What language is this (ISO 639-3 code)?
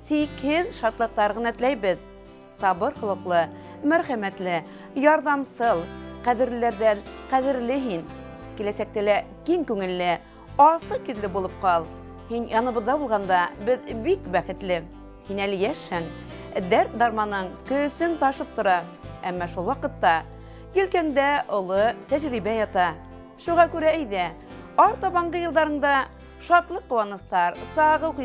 bak